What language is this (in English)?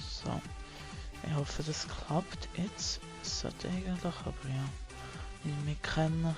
Swiss German